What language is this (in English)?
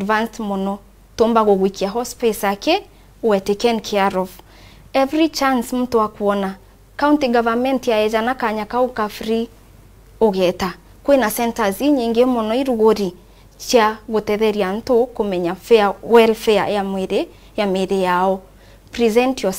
Meru